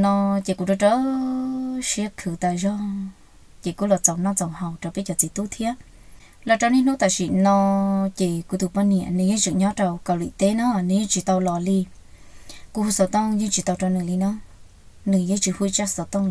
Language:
Hmong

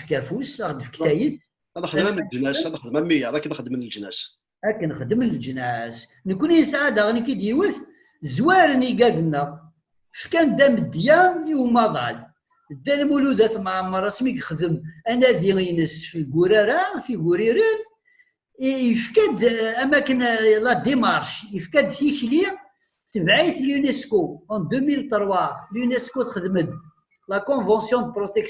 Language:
Kabyle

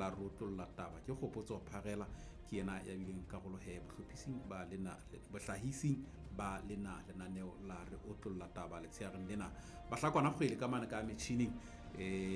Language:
Southern Sotho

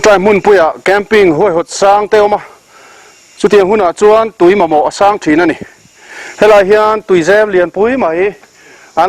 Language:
Mizo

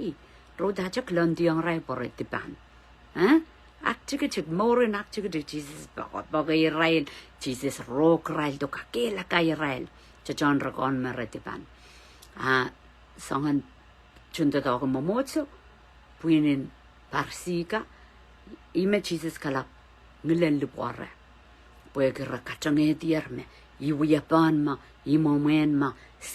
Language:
Pohnpeian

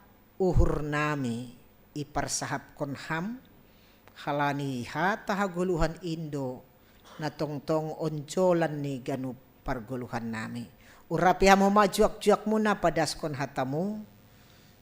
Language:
Batak Simalungun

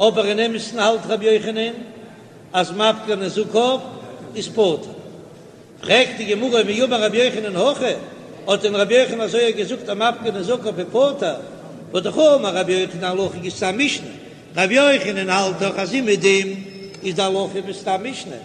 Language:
Yiddish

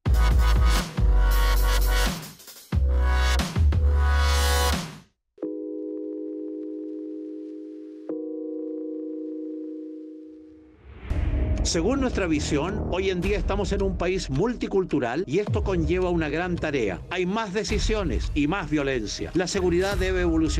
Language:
Spanish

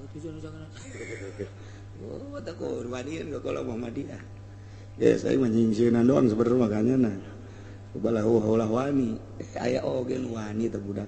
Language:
Sundanese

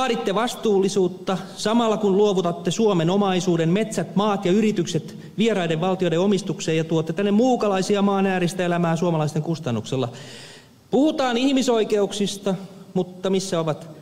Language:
Finnish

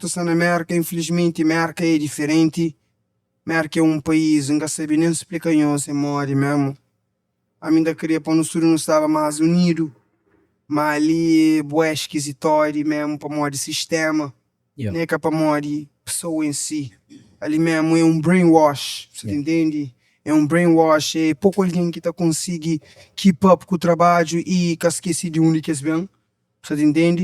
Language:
Kabuverdianu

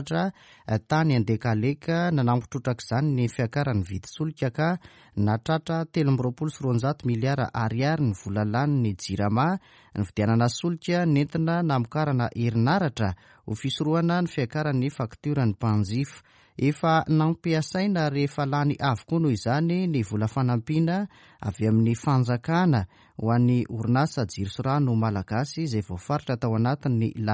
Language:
Malagasy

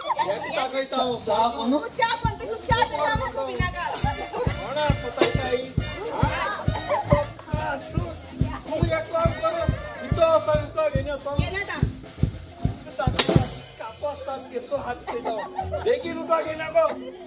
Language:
Konkani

